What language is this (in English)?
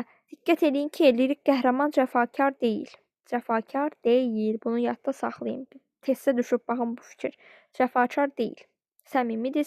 Azerbaijani